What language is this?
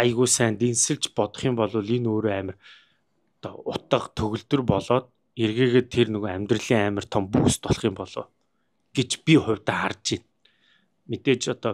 Mongolian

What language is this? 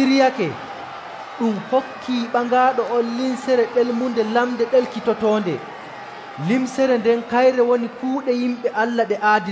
Nigerian Fulfulde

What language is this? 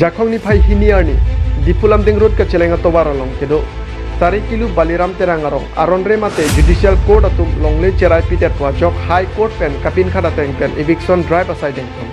Karbi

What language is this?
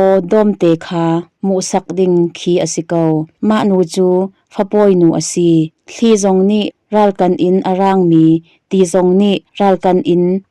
Hakha Chin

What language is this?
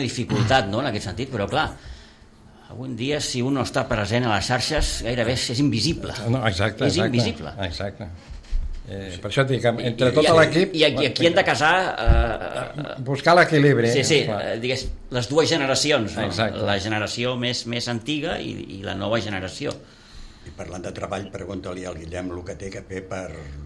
Catalan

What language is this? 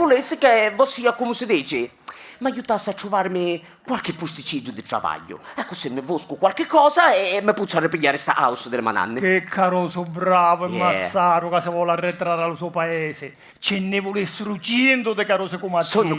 Sicilian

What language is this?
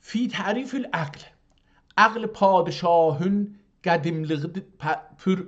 South Azerbaijani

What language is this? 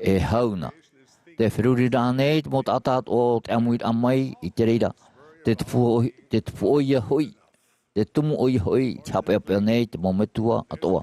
Tahitian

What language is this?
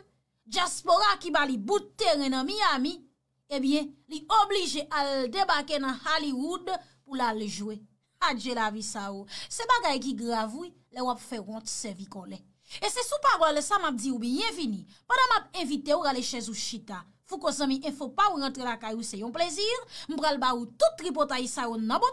Haitian Creole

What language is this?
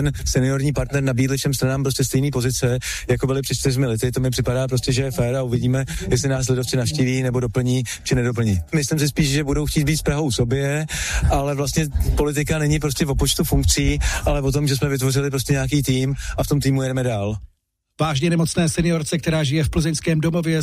Czech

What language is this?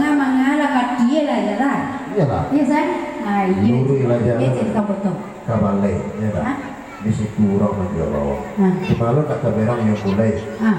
Minangkabau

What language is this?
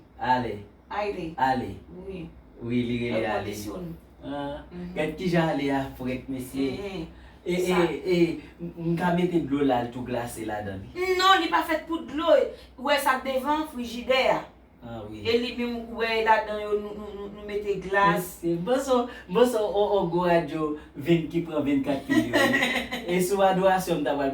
Haitian Creole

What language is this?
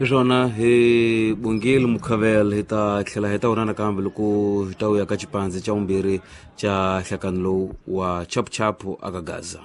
Tsonga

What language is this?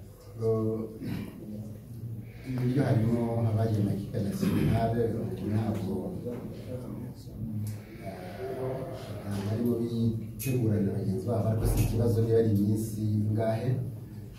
Kinyarwanda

